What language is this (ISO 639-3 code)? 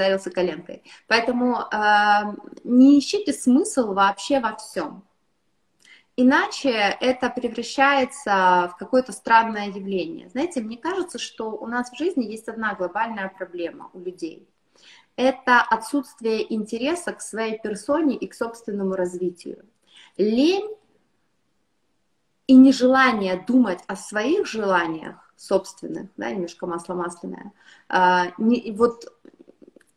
rus